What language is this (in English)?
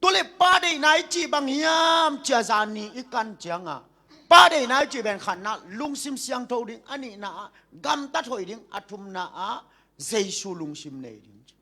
Tedim Chin